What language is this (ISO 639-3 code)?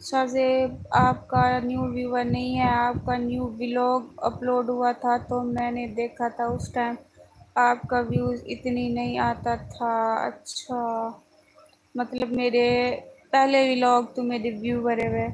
skr